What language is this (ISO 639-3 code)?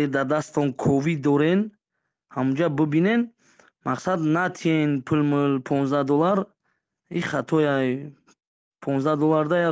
tgk